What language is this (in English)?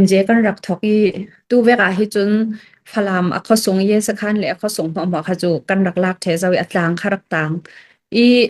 Falam Chin